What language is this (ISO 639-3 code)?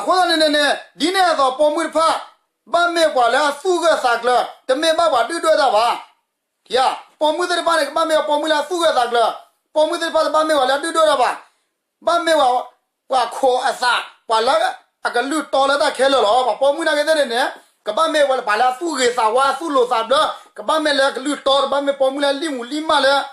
ksw